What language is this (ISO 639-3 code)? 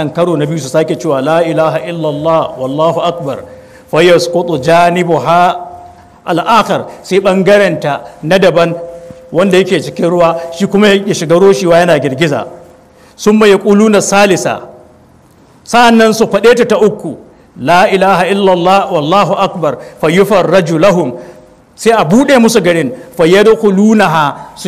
hau